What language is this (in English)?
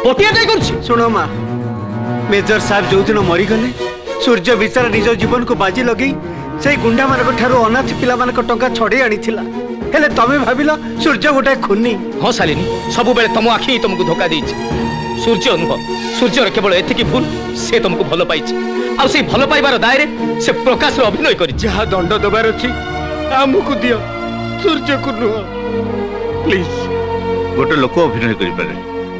Odia